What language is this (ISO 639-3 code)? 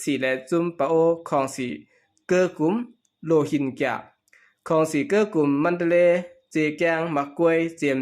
shn